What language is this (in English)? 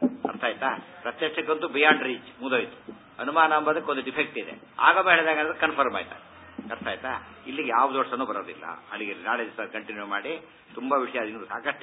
Kannada